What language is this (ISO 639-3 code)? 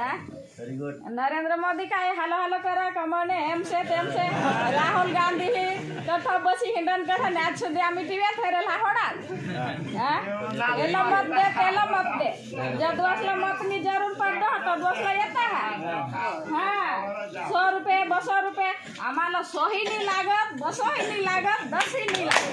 guj